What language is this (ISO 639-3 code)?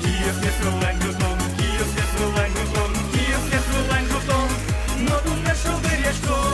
udm